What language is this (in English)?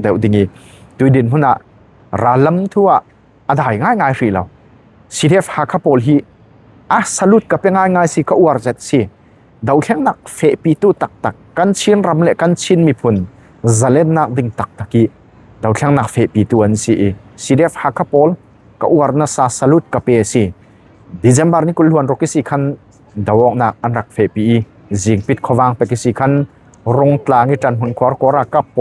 Falam Chin